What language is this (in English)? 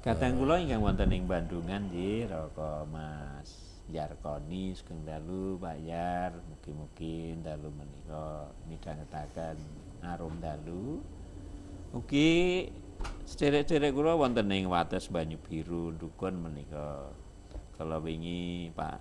Javanese